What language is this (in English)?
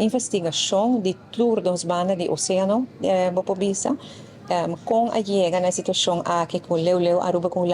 Papiamento